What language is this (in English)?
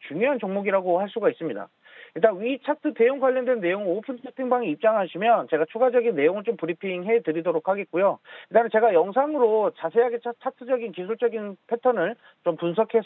Korean